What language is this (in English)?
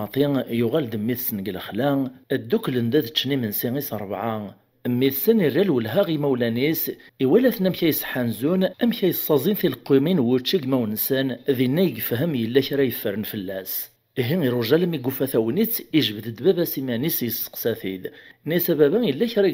Kabyle